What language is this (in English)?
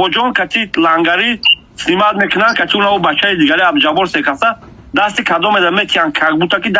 Tajik